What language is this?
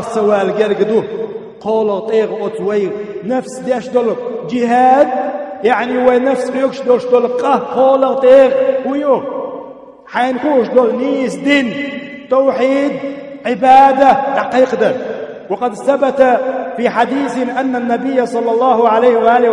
Chechen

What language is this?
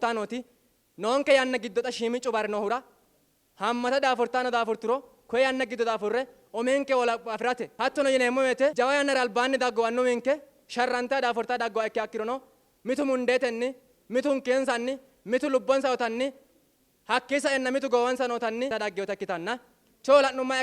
Sidamo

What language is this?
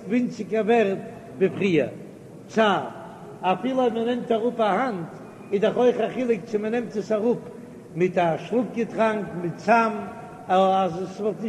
Yiddish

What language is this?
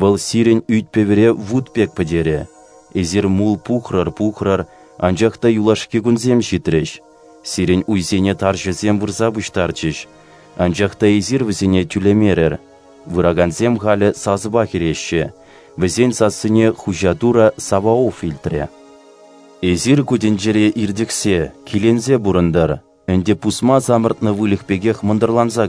Chuvash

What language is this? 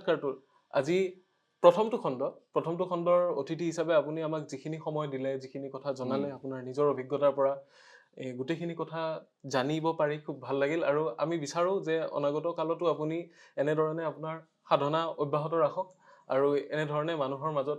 Assamese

